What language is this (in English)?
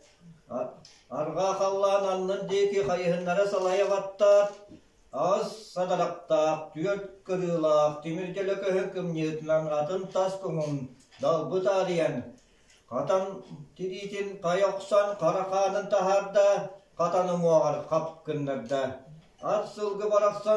Yakut